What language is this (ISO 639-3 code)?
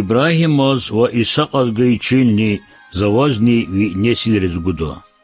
lez